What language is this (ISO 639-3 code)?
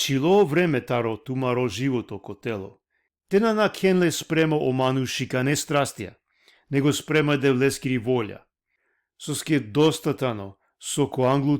rmn